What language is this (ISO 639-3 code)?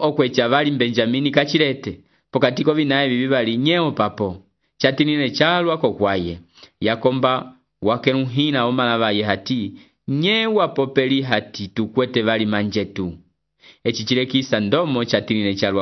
umb